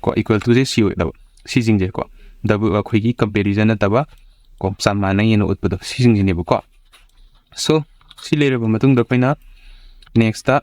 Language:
Manipuri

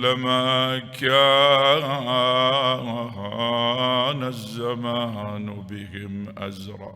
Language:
Mesopotamian Arabic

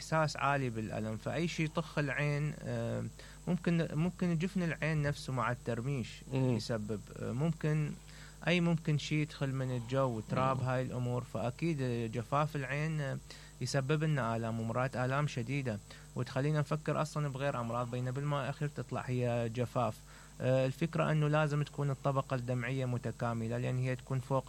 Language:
Mesopotamian Arabic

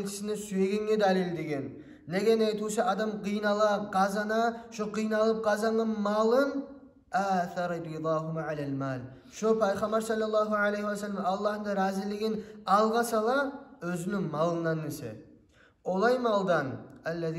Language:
Kumyk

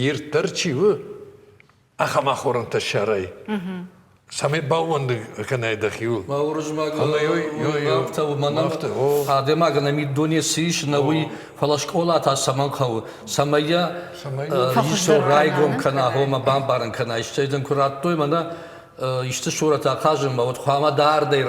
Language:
Ossetic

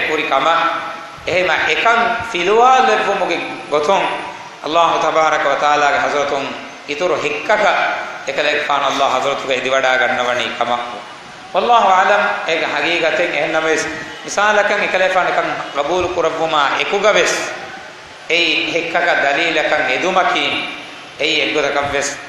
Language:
Divehi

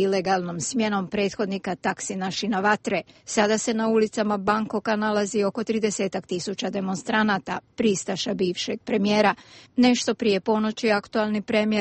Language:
Serbian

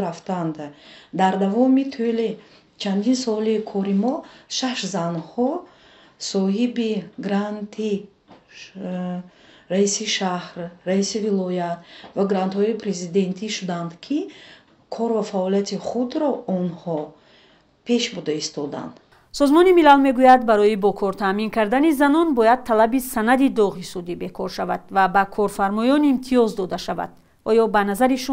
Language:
Tajik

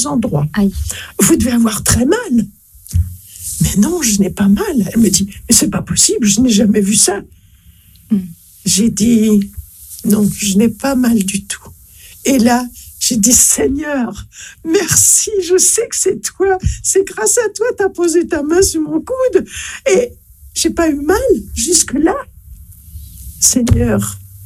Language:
French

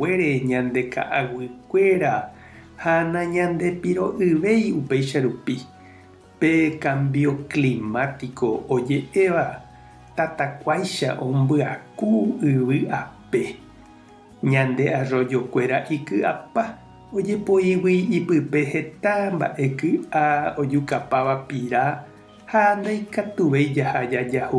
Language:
Guarani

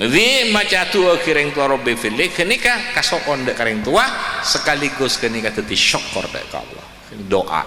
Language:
Madurese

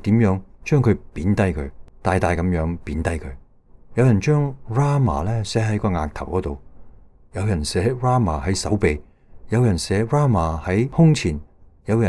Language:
Cantonese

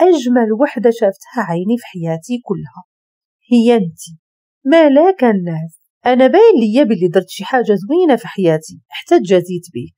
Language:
Moroccan Arabic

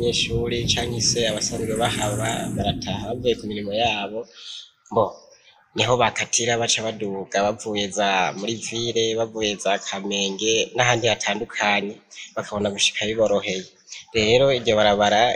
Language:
Rundi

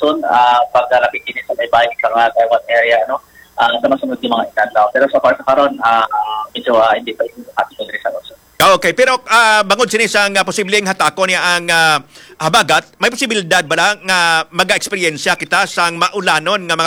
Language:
Hiligaynon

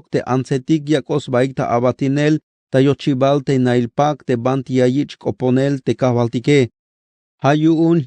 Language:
Tzeltal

